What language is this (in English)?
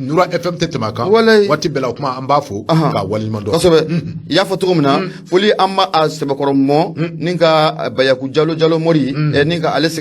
Bambara